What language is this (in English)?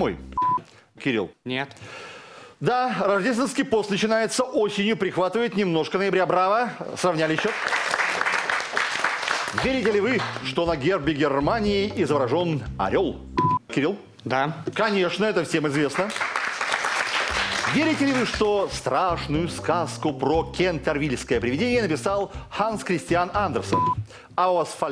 Russian